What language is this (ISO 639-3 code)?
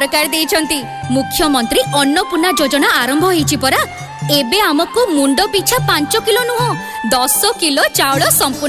ori